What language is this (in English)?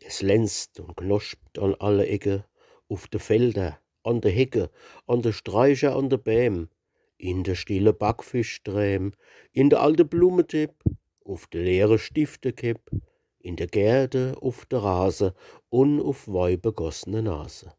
Palatine German